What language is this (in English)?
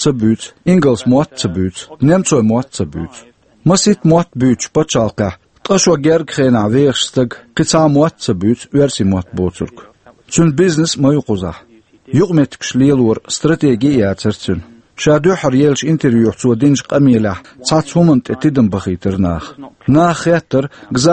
Chechen